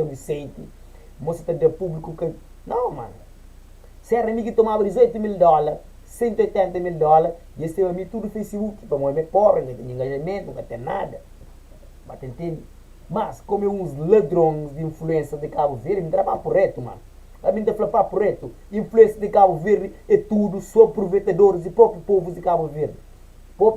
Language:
Kabuverdianu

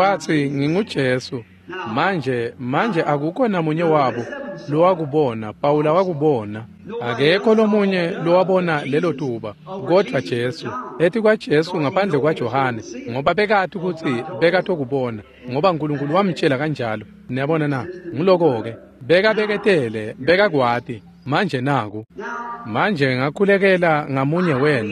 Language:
Swati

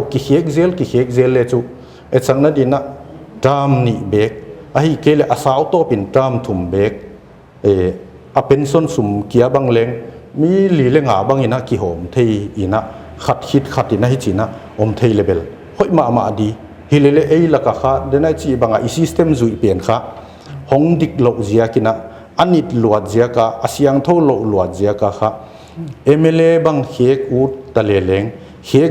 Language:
Paite Chin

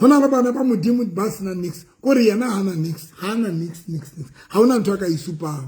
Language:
Southern Sotho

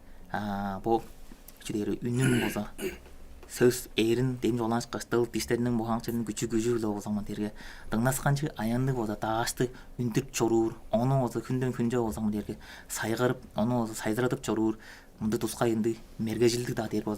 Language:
Tuvinian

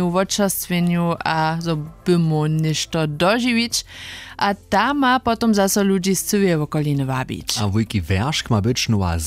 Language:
Upper Sorbian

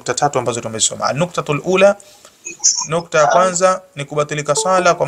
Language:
Swahili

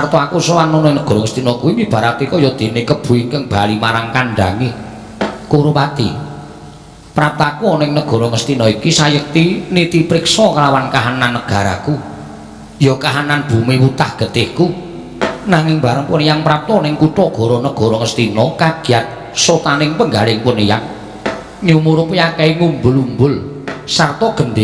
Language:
Javanese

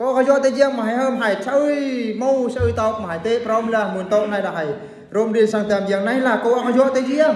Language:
Eastern Bru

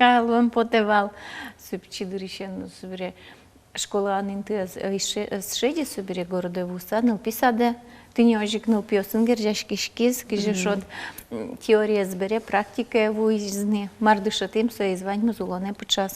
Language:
Udmurt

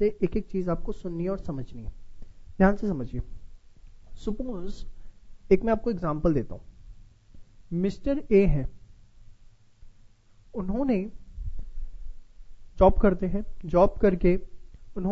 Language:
Hindi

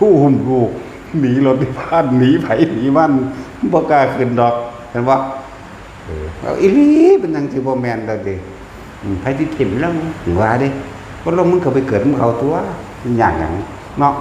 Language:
Northeastern Thai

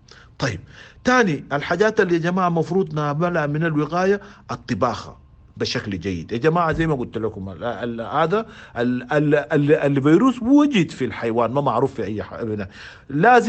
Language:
Sudanese Arabic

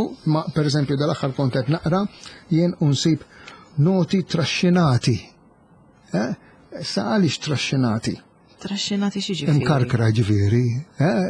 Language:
Maltese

